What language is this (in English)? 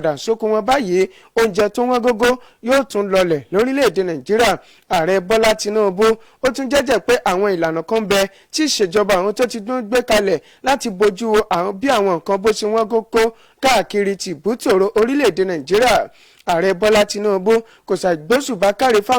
Yoruba